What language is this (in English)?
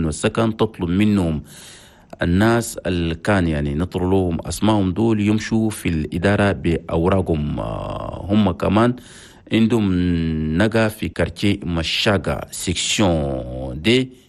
Chadian Arabic